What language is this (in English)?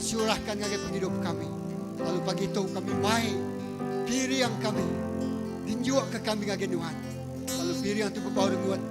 Iban